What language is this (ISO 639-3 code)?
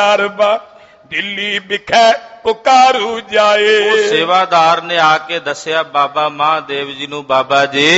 pan